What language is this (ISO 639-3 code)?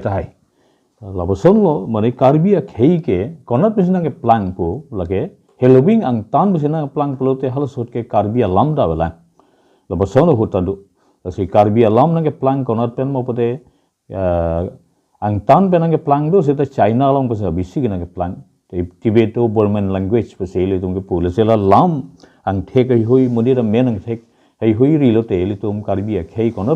mjw